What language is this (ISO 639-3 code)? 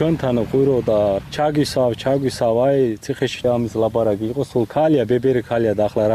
kat